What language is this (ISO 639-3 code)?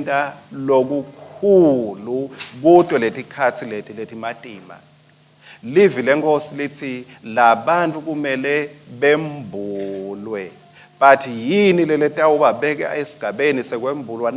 ssw